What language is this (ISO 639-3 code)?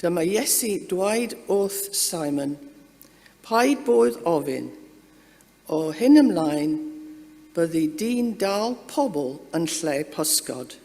cym